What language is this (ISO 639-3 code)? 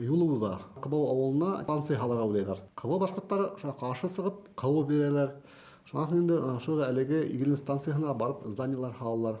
bak